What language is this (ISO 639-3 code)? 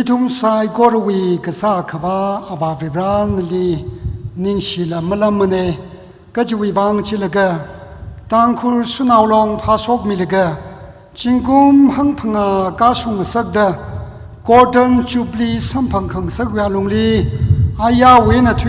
nmf